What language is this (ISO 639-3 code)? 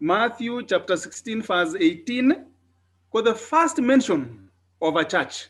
kln